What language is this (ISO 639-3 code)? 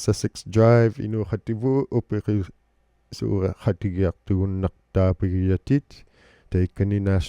iku